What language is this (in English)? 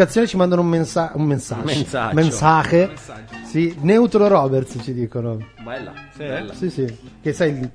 Italian